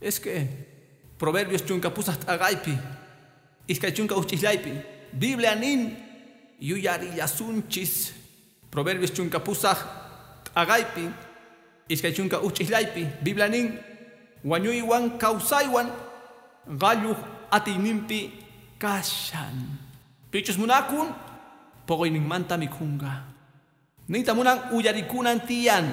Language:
Quechua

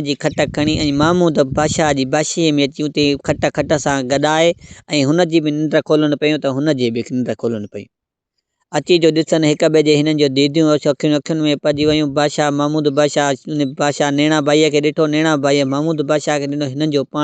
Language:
Sindhi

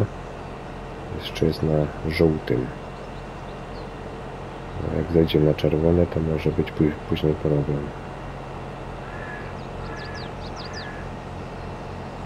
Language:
Polish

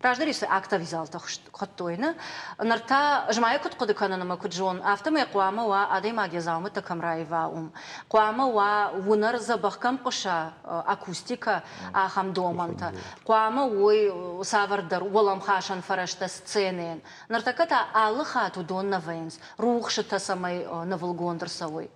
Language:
Ossetic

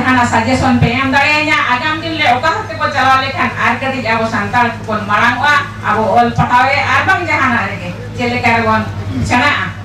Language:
Santali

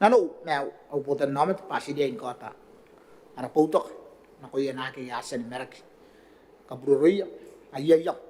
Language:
Gilbertese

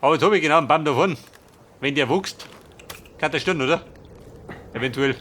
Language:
Bavarian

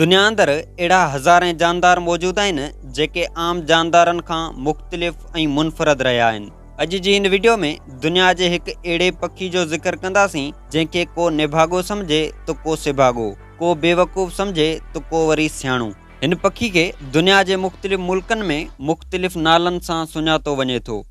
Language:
Sindhi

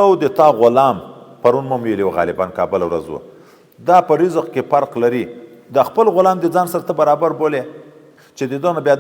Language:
Pashto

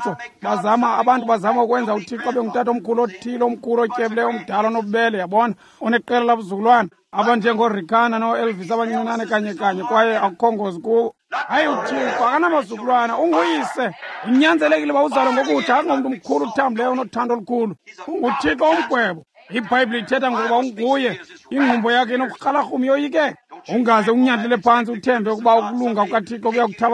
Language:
Xhosa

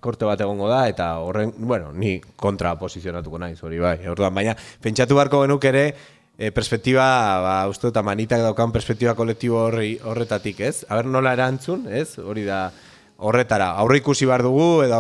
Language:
Basque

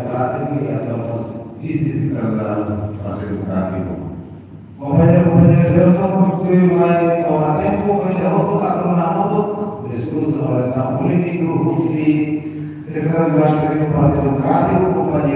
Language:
Tetum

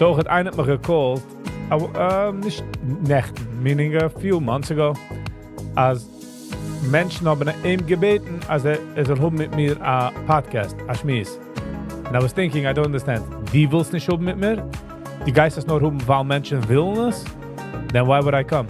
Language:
Yiddish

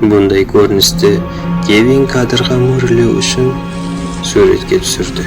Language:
Kara-Kalpak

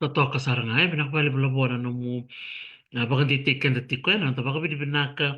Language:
Fijian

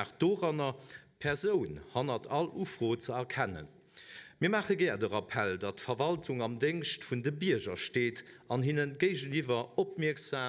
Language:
Luxembourgish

